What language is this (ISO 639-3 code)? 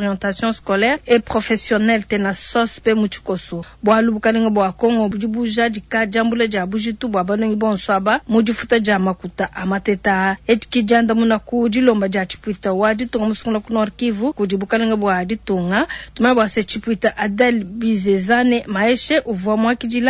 lua